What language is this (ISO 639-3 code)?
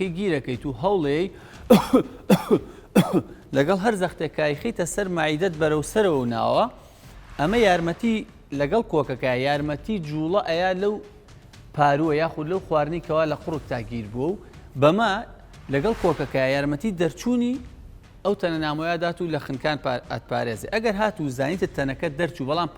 ckb